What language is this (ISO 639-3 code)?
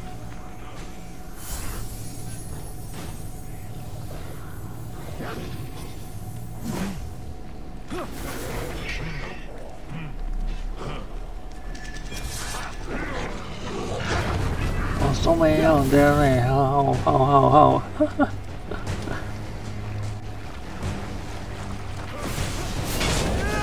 eng